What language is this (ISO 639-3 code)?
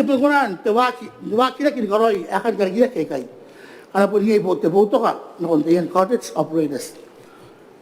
gil